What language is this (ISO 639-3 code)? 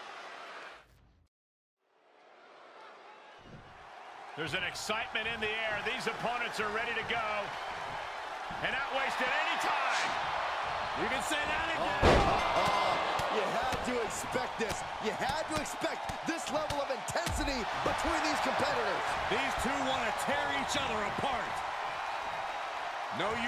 eng